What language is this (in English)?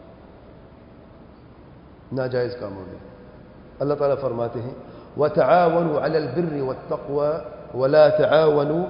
Urdu